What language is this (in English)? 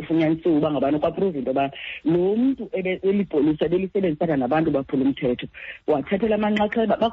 Xhosa